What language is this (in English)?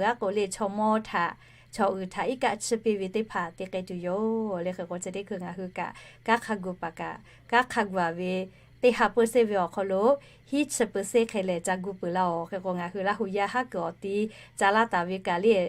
Lahu